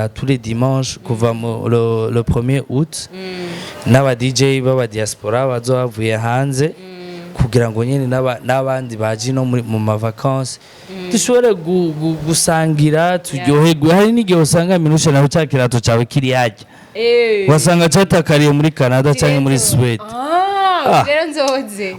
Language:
Rundi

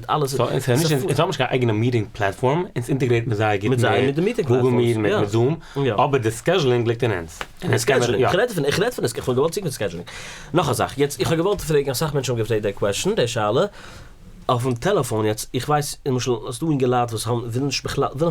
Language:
Yiddish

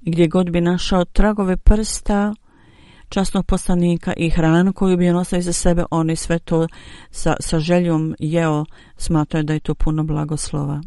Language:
Bosnian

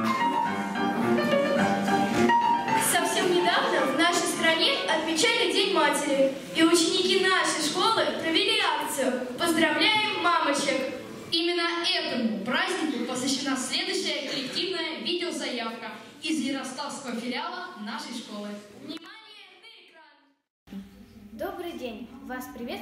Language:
Russian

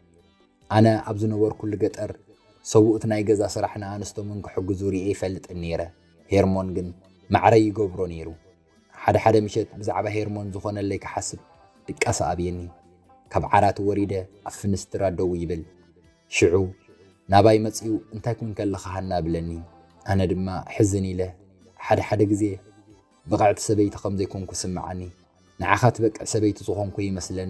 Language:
Tigrinya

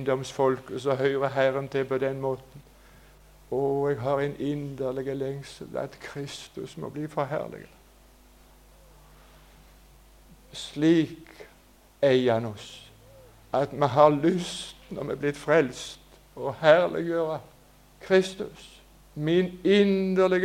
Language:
Norwegian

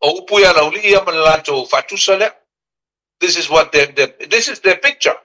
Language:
Samoan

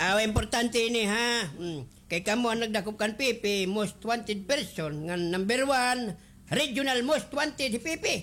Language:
Waray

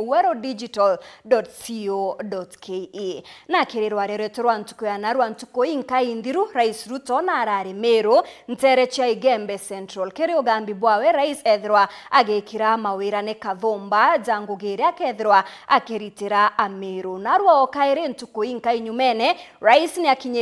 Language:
Meru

